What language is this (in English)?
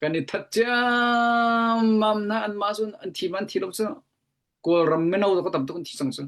Hakha Chin